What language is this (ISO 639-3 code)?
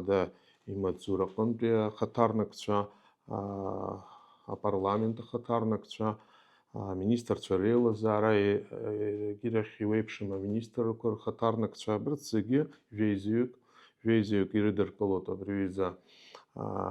abk